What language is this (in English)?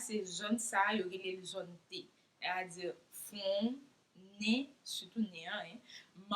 Haitian Creole